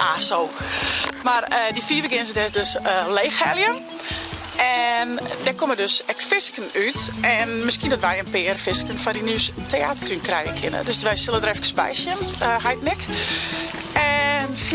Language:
Western Frisian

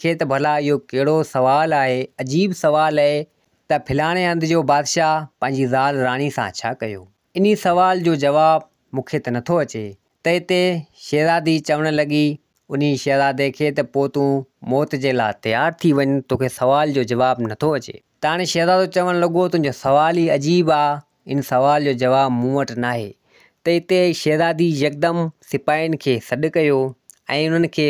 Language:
Sindhi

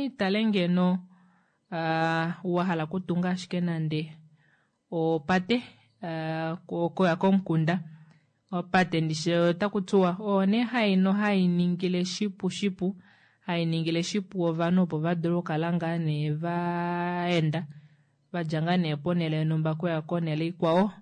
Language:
Kuanyama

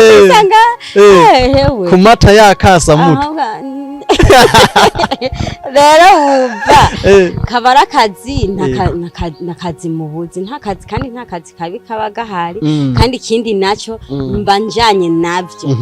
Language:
Rundi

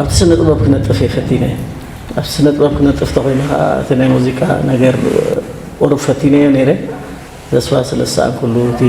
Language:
Tigrinya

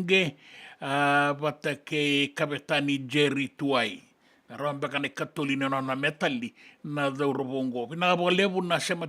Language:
Fijian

